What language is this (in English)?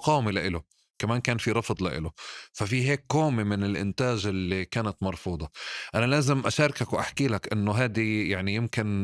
North Levantine Arabic